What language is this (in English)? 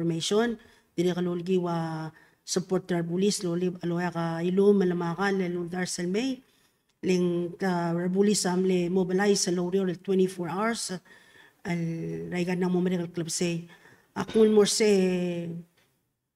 Palauan